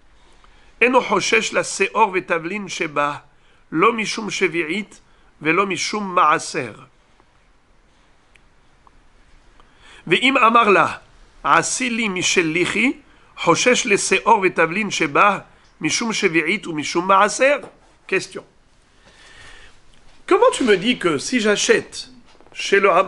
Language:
French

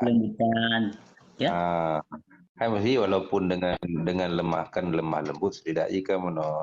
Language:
Achinese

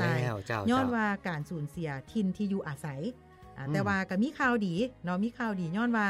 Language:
Lao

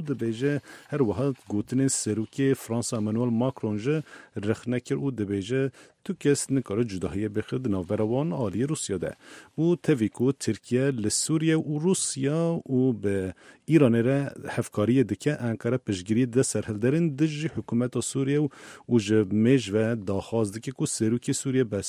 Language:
Kurdish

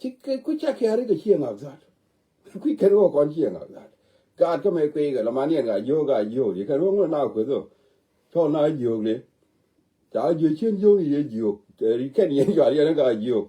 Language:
Nuer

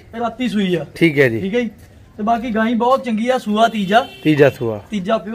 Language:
Punjabi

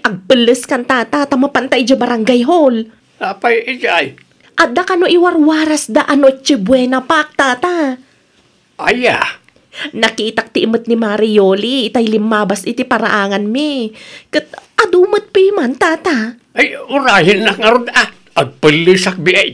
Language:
Iloko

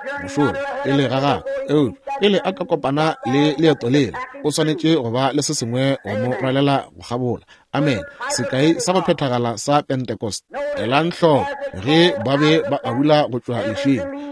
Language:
Northern Sotho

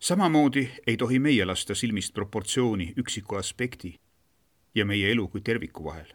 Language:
Estonian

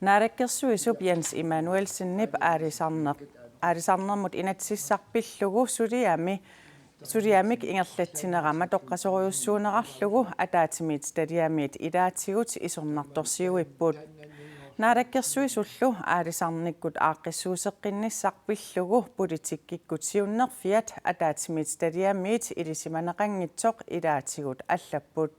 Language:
Kalaallisut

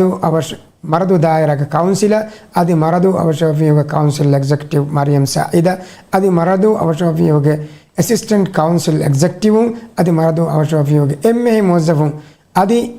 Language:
Divehi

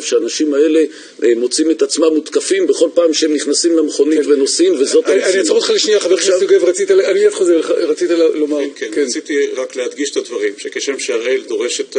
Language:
Hebrew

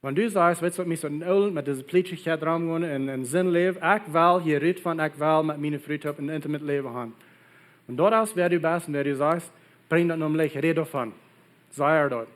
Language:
Plautdietsch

